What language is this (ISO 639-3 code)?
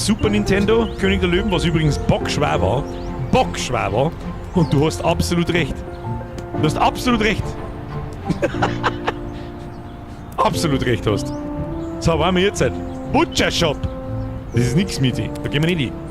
bar